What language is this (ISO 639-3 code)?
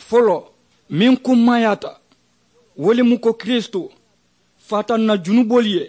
man